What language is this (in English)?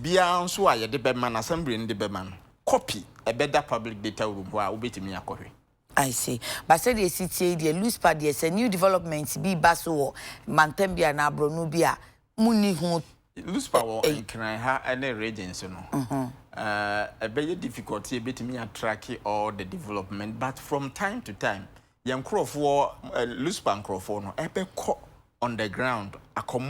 Akan